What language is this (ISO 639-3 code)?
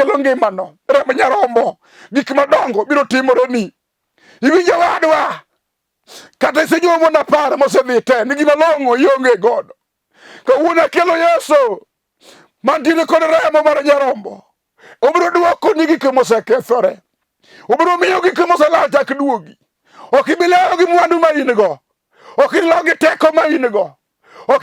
luo